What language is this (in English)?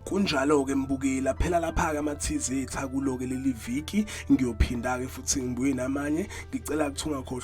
Zulu